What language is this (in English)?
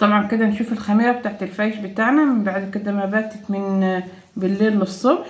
Egyptian Arabic